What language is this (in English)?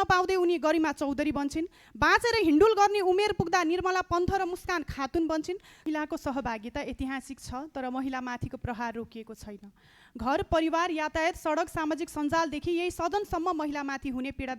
Nepali